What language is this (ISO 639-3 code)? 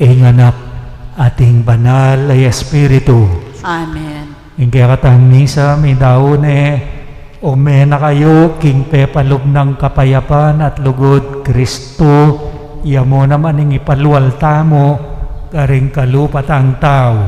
pam